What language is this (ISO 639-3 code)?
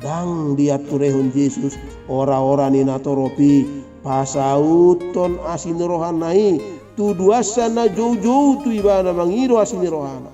bbc